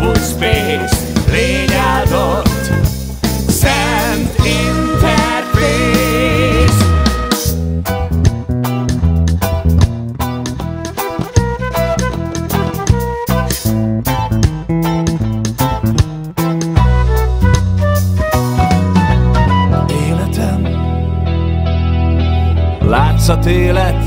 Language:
Hungarian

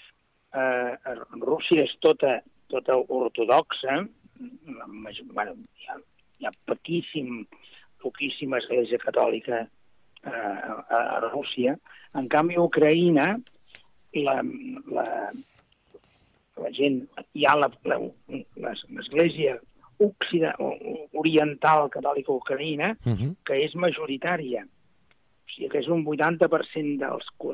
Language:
Catalan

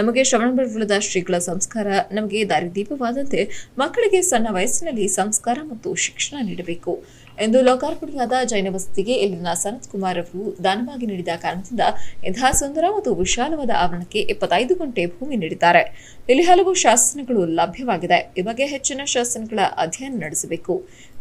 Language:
Kannada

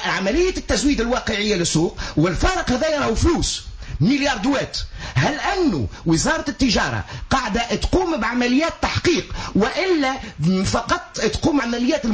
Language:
Tunisian Arabic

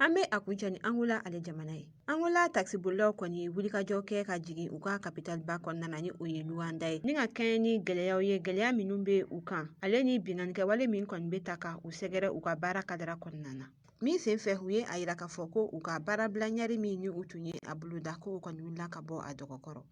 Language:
Bambara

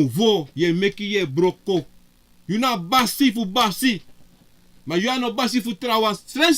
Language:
Sranan Tongo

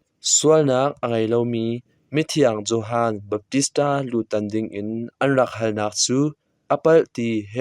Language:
Hakha Chin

